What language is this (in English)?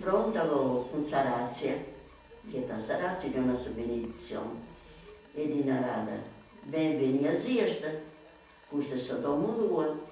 Sardinian